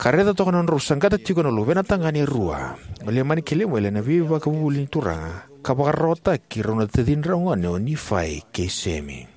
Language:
Fijian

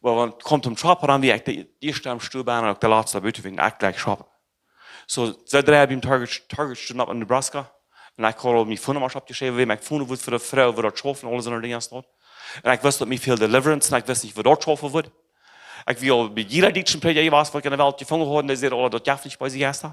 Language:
Plautdietsch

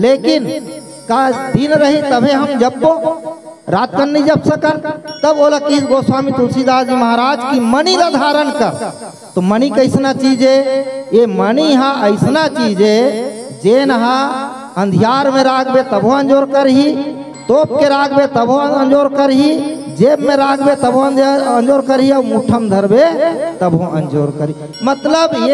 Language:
Chhattisgarhi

